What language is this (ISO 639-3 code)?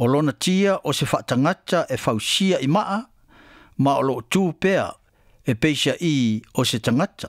smo